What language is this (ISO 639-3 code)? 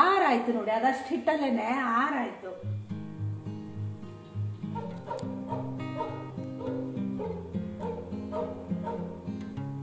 kan